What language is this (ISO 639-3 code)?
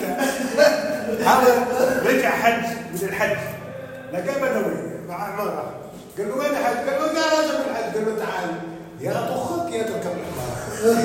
apc